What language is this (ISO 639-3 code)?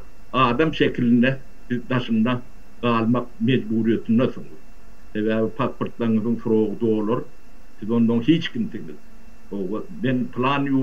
tuk